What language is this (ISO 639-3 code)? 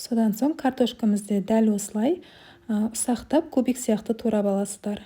kaz